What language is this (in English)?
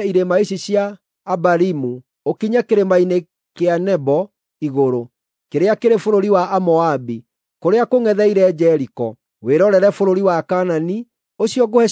Kikuyu